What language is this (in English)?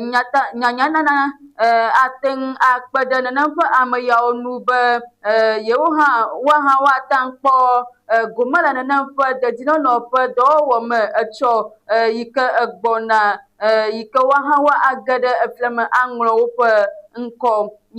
Ewe